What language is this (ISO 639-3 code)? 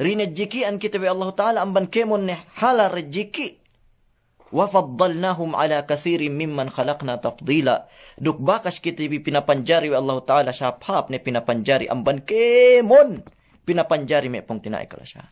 yka